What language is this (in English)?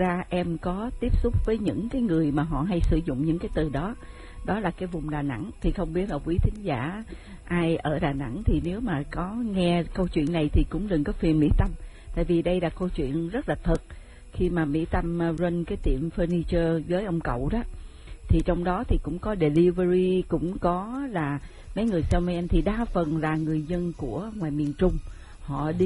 Vietnamese